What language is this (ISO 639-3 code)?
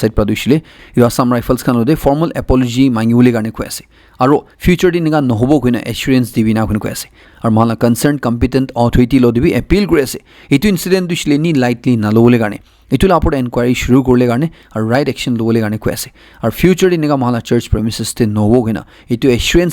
nag